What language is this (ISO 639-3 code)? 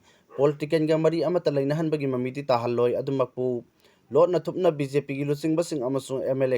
mni